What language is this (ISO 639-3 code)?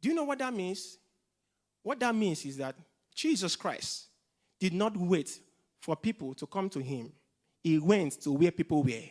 eng